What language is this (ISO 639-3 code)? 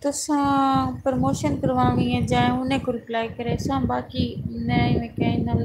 skr